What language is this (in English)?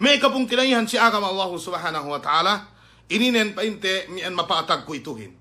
Yakan